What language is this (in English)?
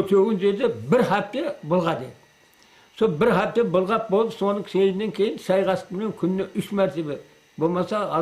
Kara-Kalpak